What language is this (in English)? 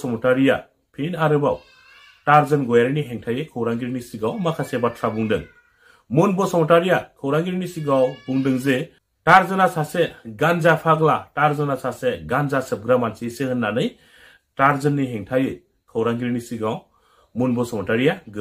Bodo